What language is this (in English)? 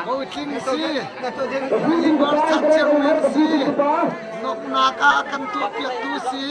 Hakha Chin